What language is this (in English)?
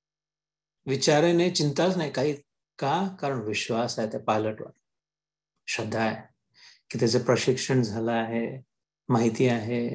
Marathi